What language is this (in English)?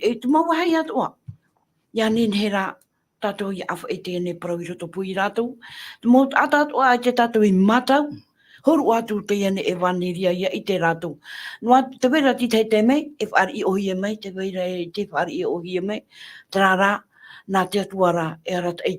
Tahitian